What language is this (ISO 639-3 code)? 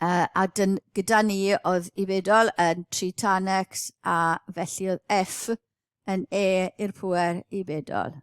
cym